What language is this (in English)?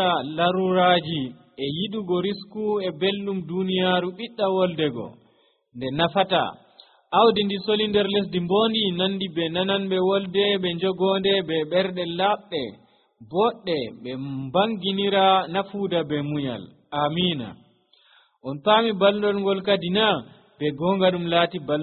Nigerian Fulfulde